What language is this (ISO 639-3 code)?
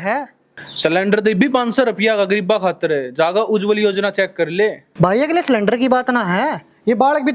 bgc